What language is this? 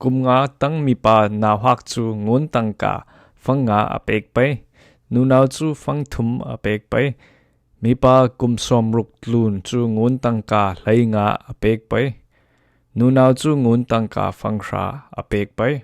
Falam Chin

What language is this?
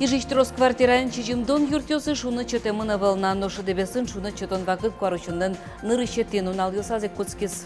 Udmurt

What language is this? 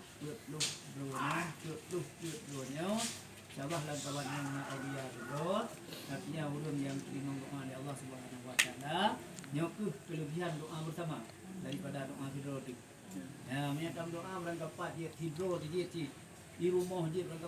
Achinese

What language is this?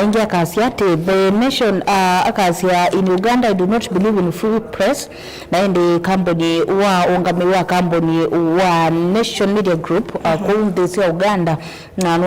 Kamba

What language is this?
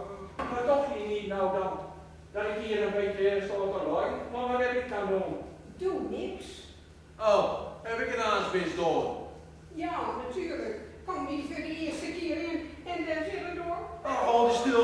Gronings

